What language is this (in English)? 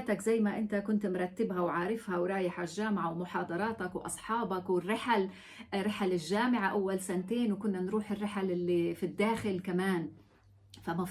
North Levantine Arabic